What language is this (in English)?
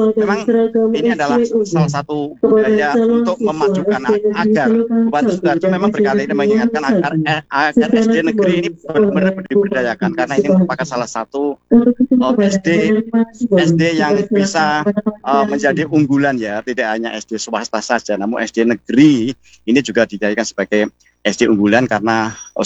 Indonesian